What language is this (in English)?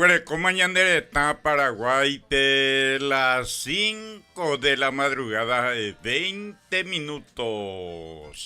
Guarani